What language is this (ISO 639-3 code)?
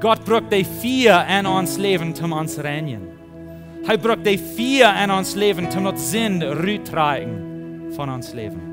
pdt